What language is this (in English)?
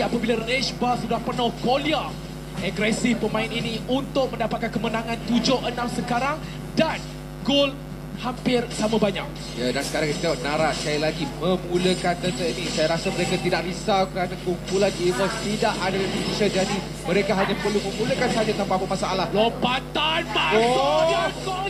Malay